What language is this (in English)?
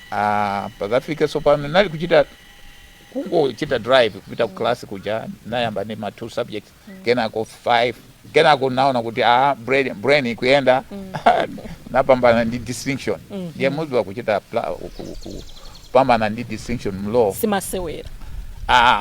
Nyanja